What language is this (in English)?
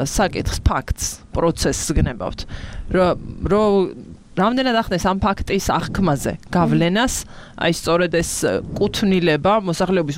Georgian